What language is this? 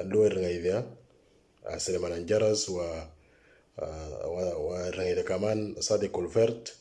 Moro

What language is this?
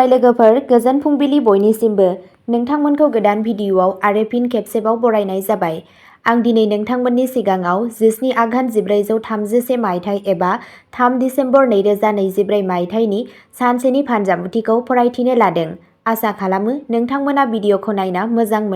Bodo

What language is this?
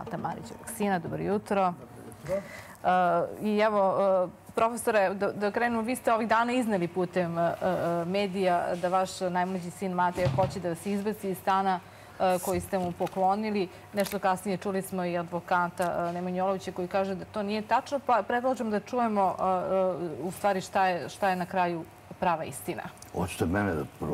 Serbian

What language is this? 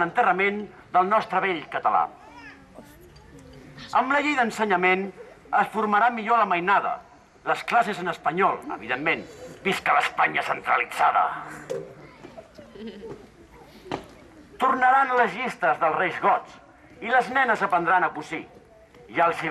Catalan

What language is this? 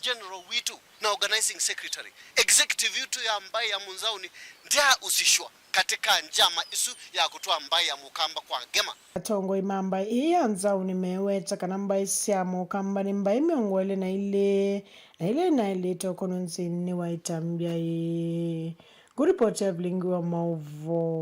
Kamba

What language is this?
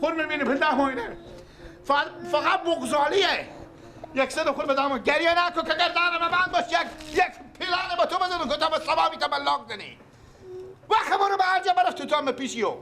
Persian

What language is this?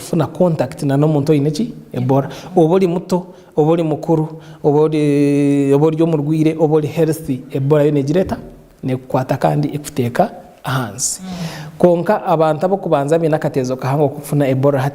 Nyankole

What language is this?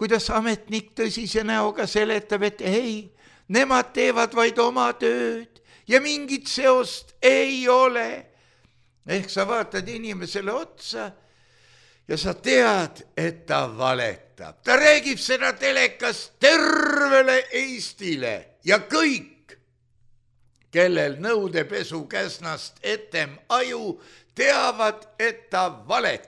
Estonian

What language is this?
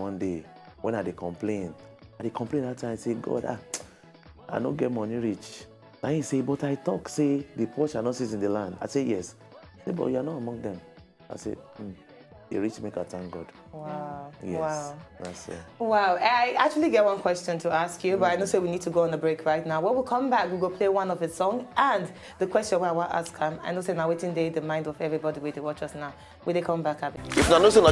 Nigerian Pidgin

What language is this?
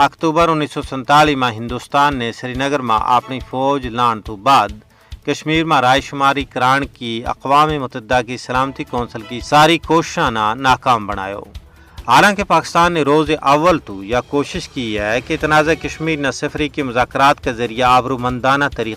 Gujari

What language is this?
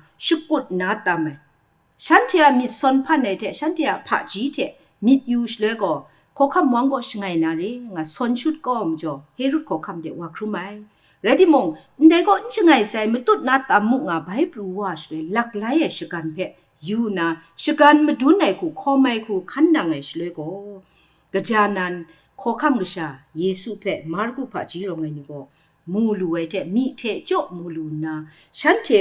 Kachin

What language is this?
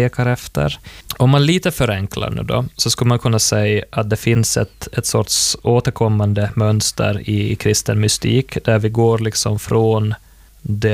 Swedish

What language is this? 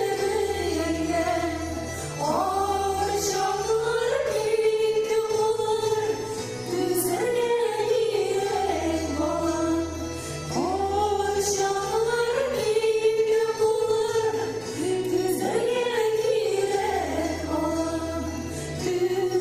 Tatar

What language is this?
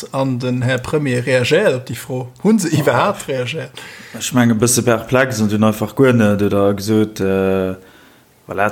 Luxembourgish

